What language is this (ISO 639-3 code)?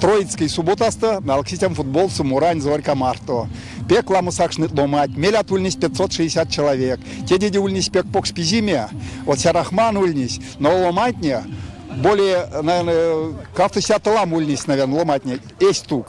myv